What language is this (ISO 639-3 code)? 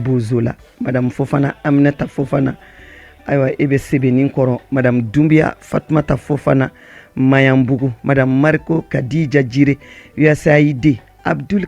bam